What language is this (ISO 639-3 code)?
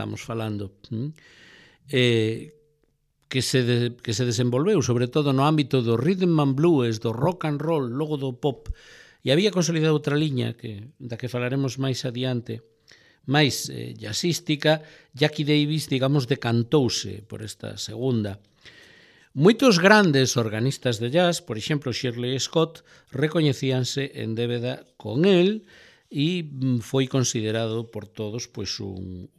glg